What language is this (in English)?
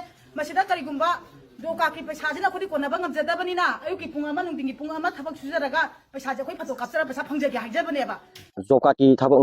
Manipuri